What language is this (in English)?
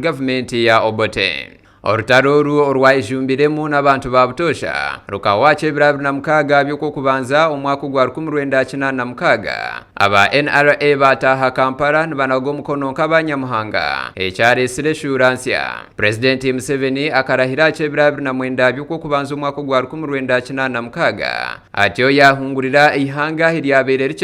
Nyankole